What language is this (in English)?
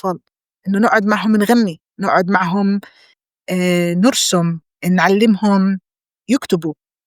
North Levantine Arabic